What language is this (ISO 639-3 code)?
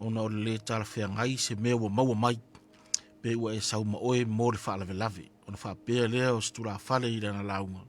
smo